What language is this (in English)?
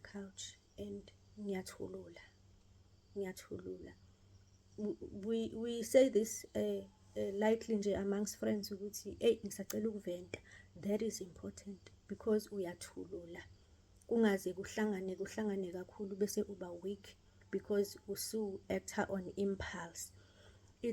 Zulu